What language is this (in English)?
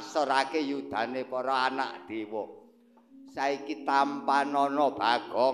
Javanese